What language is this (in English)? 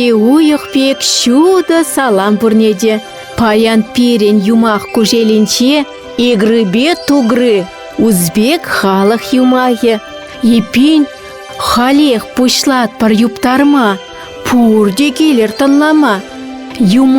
Chuvash